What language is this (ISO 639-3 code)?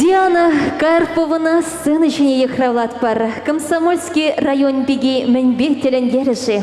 chv